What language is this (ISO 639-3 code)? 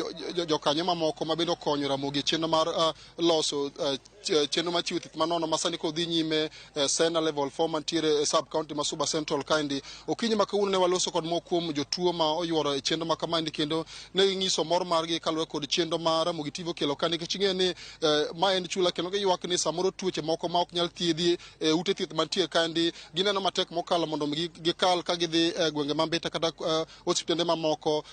luo